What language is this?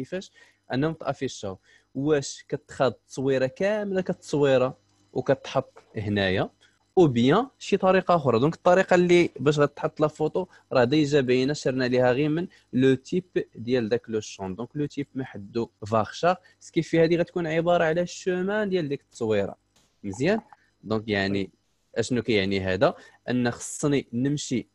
Moroccan Arabic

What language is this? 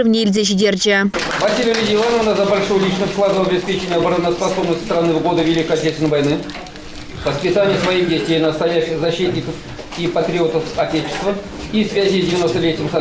Chuvash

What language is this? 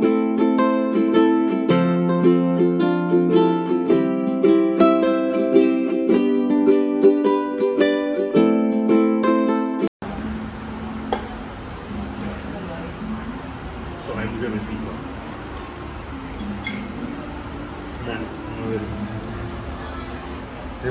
Czech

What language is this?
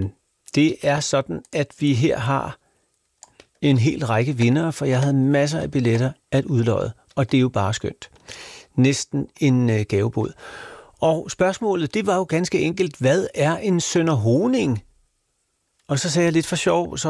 Danish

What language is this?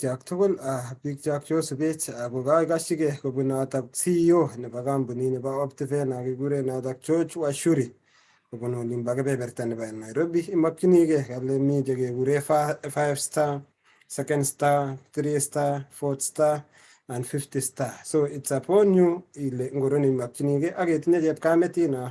Kalenjin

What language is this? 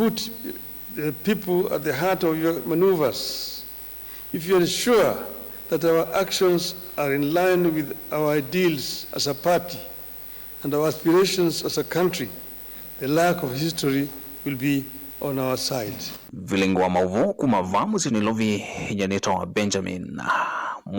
Kamba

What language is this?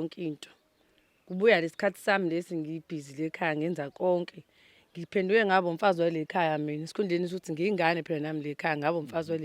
Zulu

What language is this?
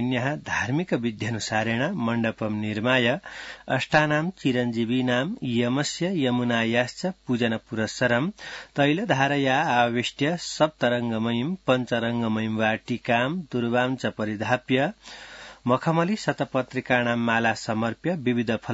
Sanskrit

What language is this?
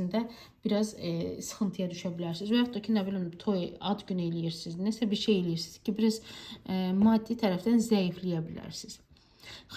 Azerbaijani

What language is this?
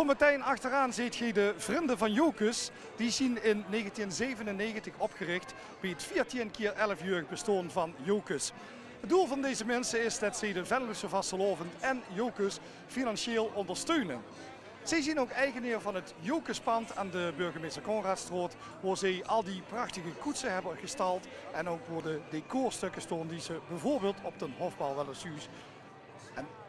Limburgish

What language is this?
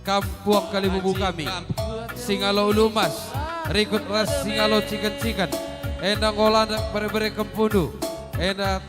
Batak Karo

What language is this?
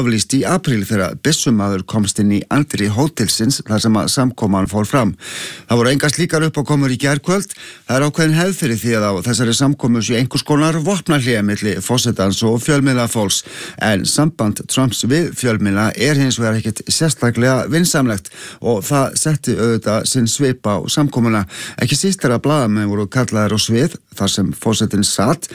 Icelandic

